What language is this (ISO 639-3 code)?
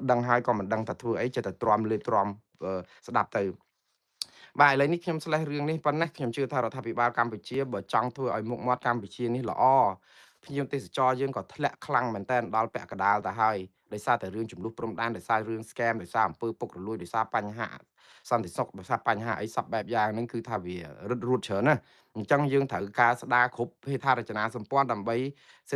khm